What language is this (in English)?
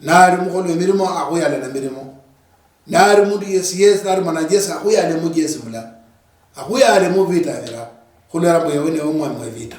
Luyia